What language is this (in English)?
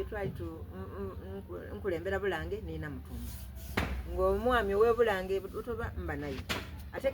Soga